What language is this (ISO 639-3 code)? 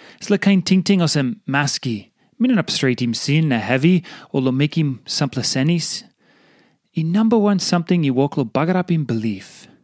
tpi